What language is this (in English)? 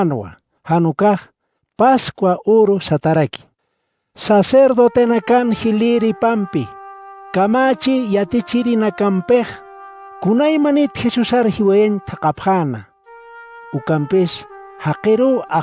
Aymara